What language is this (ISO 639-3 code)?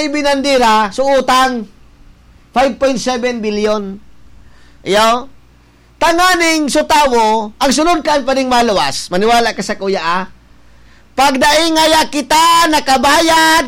bik